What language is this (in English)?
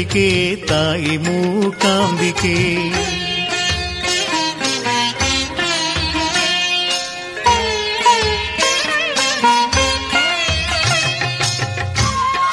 Kannada